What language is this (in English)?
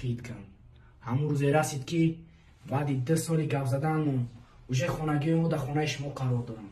Tajik